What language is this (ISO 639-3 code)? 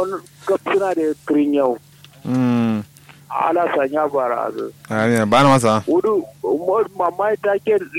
kau